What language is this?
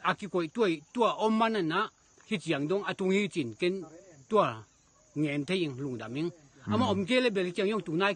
Tedim Chin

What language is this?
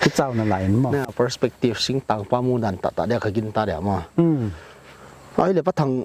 Paite Chin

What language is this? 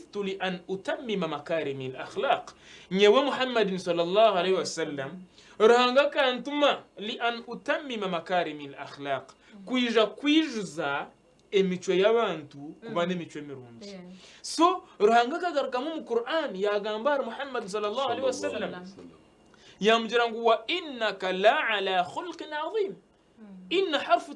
Nyankole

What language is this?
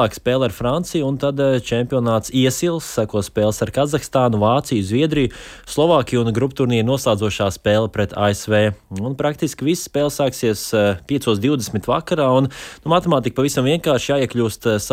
Latvian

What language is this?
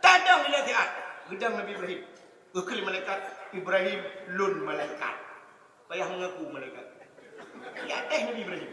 Achinese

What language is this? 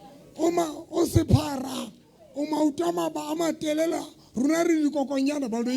Southern Sotho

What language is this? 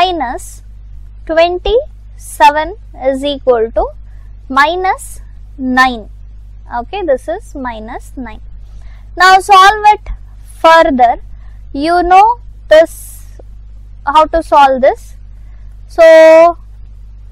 English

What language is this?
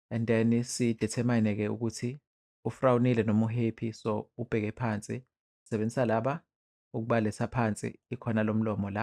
Zulu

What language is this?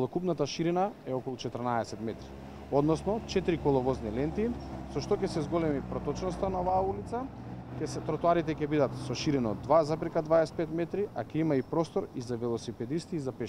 Macedonian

